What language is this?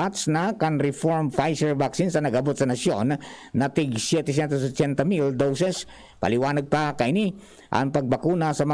Bikol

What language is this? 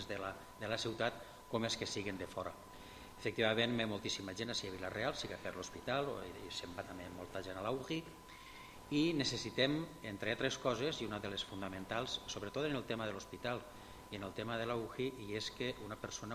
Catalan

